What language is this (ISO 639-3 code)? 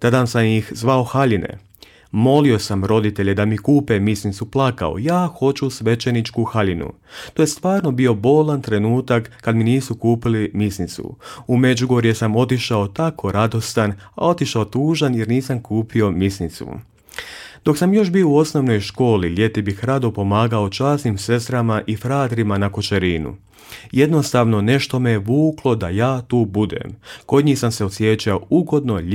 hrv